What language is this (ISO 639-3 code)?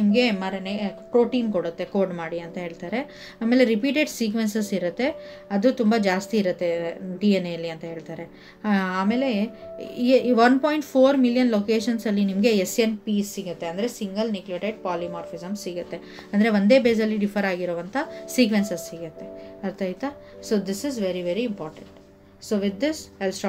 kan